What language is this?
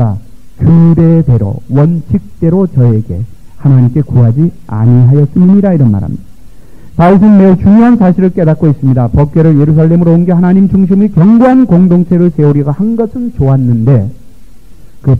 Korean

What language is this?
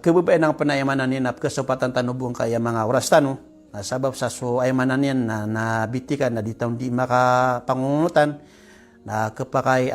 Maranao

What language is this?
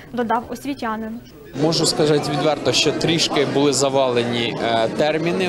Ukrainian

